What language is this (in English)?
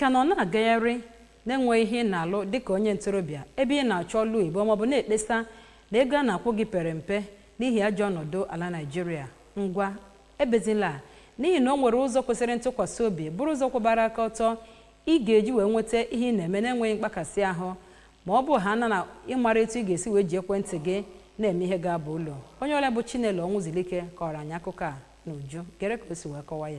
Igbo